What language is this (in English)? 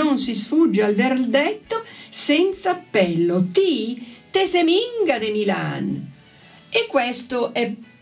Italian